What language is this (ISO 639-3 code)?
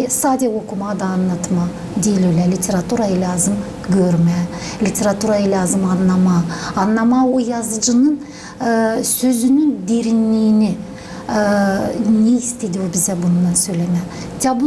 gag